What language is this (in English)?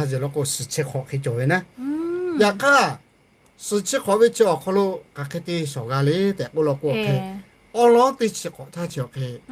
Lahu